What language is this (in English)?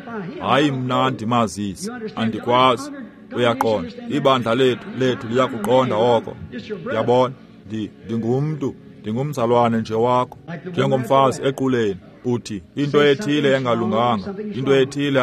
Xhosa